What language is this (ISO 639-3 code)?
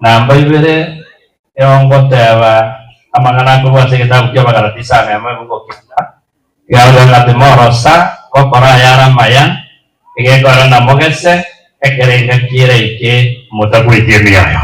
guz